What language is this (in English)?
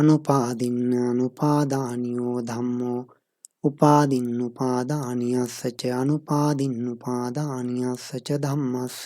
Pali